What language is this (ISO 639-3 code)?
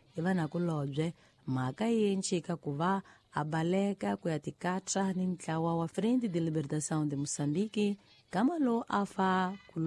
tso